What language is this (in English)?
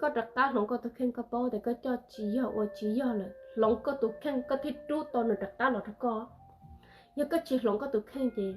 Hmong